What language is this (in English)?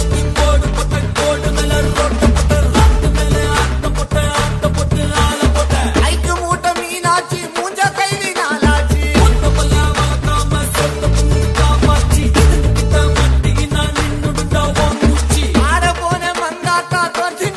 Tamil